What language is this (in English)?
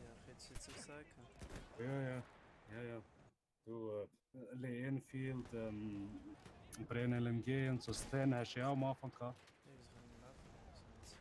Swiss German